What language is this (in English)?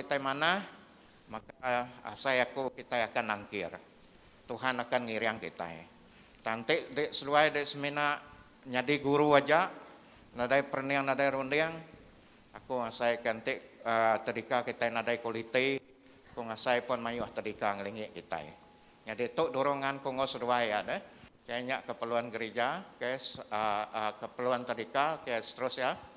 Iban